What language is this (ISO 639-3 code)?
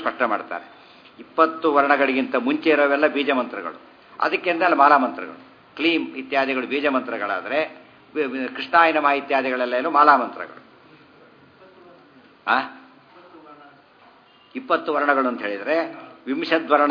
kan